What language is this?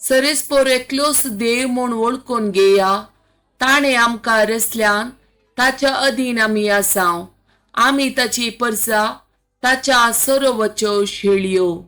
Konkani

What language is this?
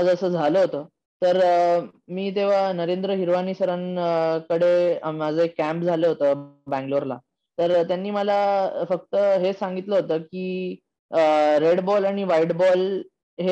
Marathi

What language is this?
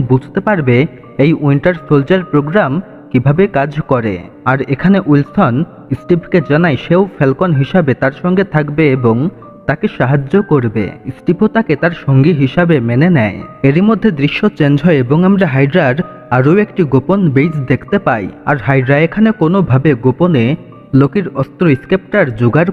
Bangla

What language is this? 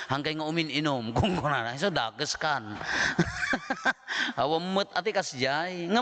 Iloko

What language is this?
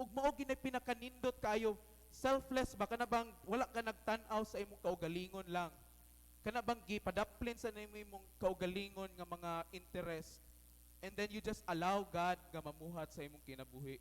Cebuano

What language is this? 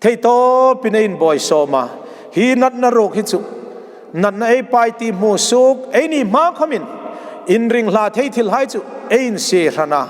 Hmar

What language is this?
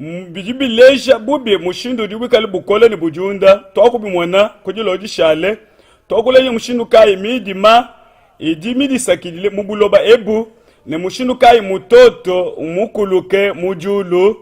Luba-Lulua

